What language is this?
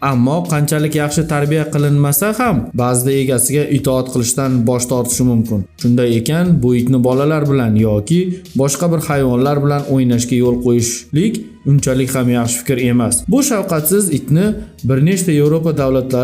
Uzbek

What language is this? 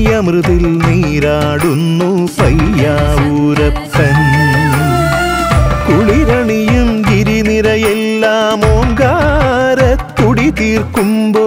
Malayalam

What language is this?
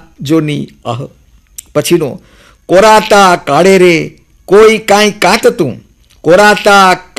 Gujarati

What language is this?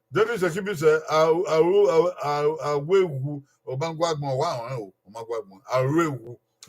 Bini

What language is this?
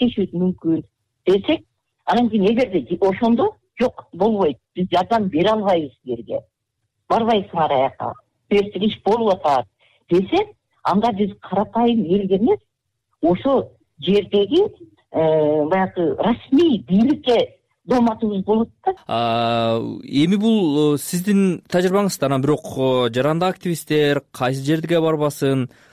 Kyrgyz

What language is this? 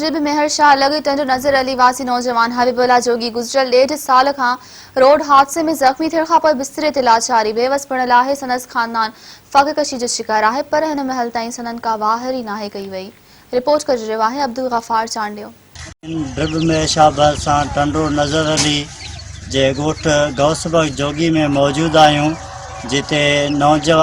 Sindhi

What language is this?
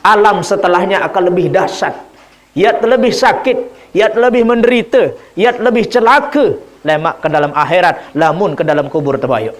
Sasak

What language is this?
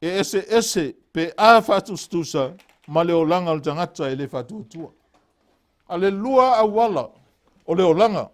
Samoan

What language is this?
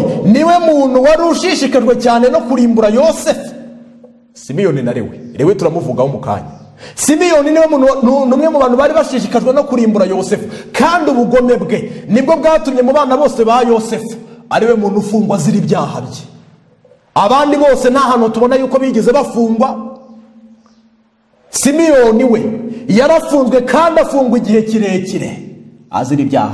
Kinyarwanda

